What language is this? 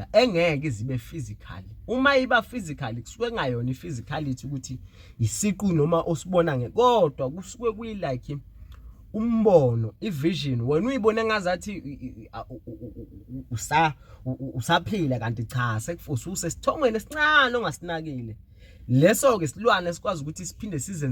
Zulu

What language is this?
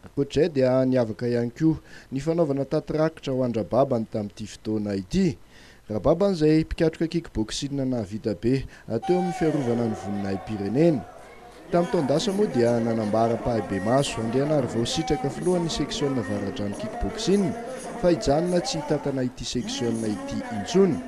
Malagasy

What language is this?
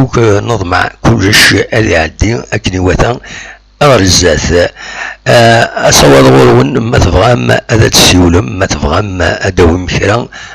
Kabyle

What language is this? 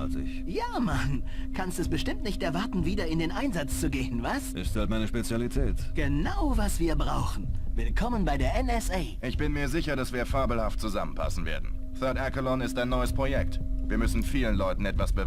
Bavarian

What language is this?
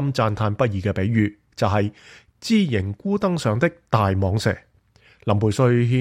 Cantonese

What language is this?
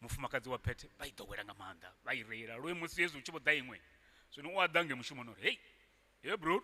Venda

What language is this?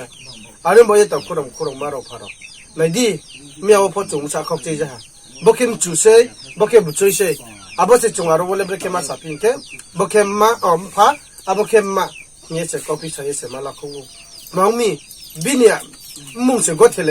Riang (India)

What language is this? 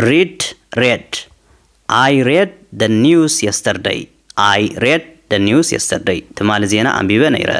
Tigrinya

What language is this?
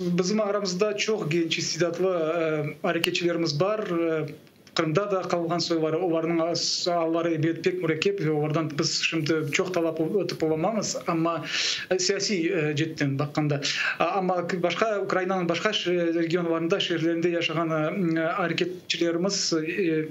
Crimean Tatar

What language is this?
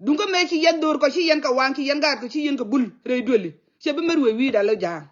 Nuer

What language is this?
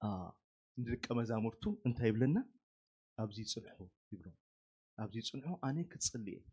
Tigrinya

